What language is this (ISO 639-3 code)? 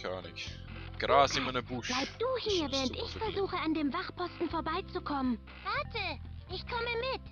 gsw